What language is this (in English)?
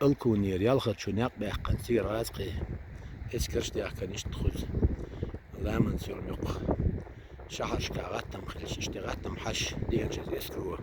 Chechen